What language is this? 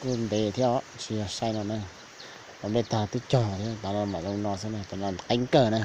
Hmong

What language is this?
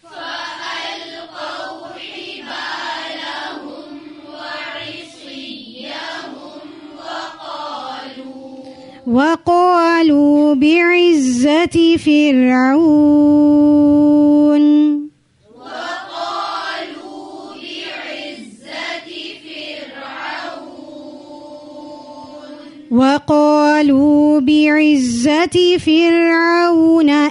Arabic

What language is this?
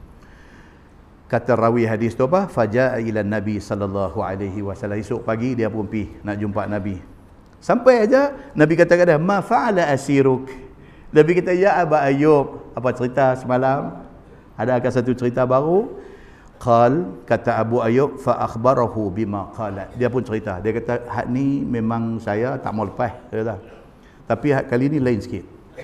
Malay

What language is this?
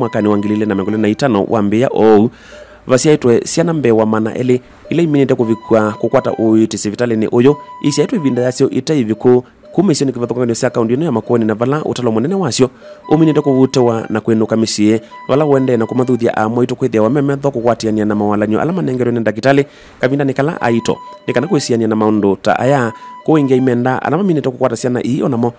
Kamba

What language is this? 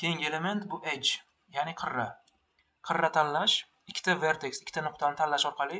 Uzbek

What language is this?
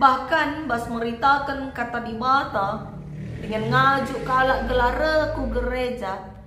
Batak Karo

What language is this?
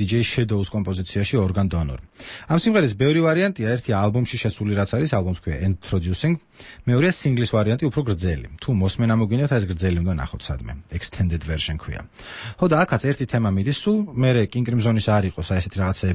Georgian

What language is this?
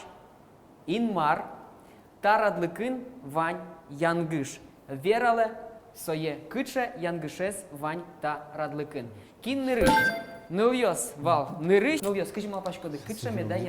Udmurt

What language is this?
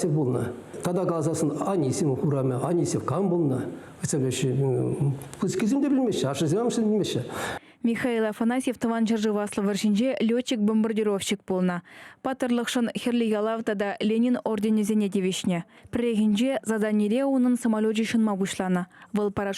Chuvash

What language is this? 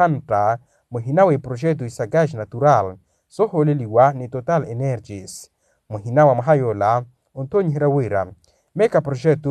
Makhuwa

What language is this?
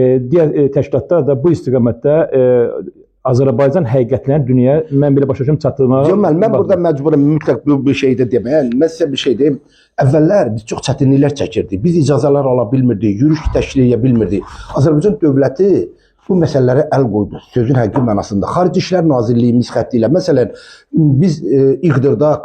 Azerbaijani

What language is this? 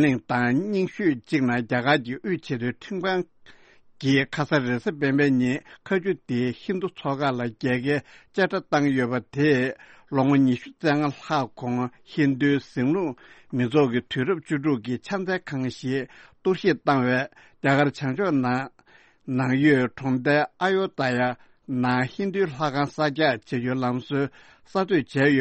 Tibetan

